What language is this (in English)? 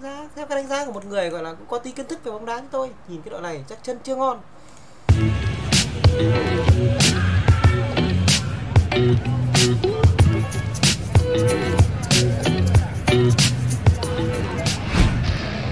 Vietnamese